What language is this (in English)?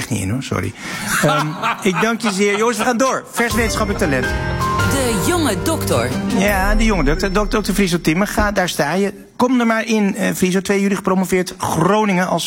Dutch